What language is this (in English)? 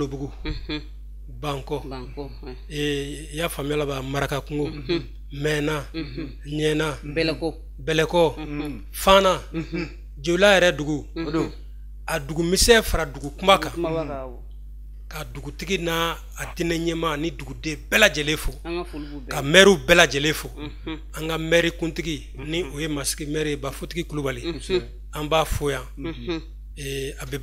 Bambara